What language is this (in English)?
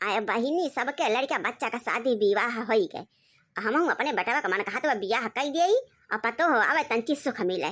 Awadhi